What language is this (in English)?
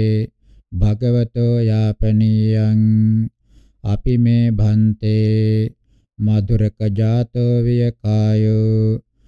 Pali